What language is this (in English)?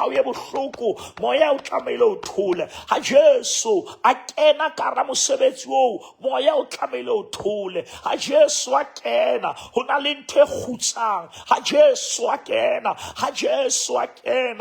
Southern Sotho